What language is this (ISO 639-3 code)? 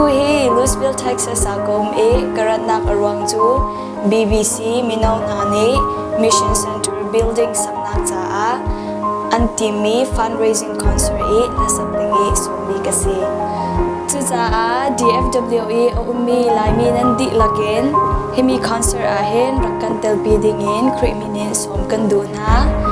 cnh